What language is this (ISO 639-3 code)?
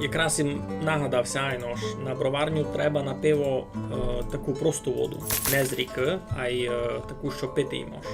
rue